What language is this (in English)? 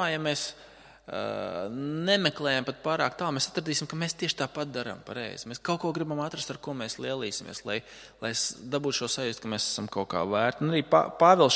Latvian